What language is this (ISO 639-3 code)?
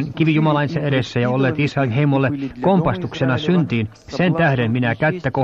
fin